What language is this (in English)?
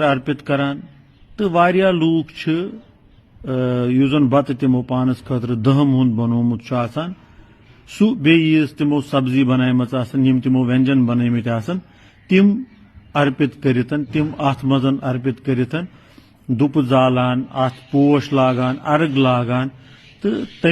Kashmiri